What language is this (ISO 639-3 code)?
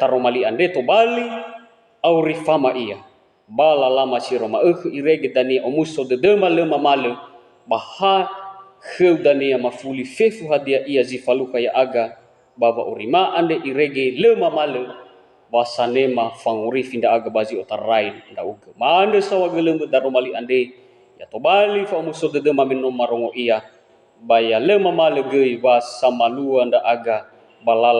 nia